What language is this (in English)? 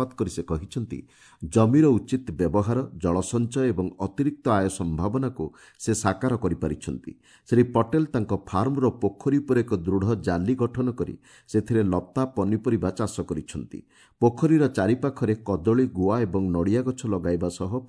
Odia